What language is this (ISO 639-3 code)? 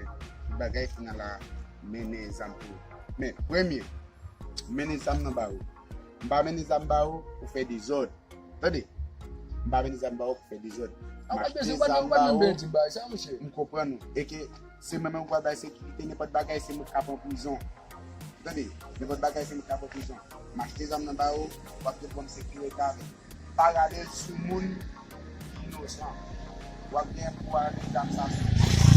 hat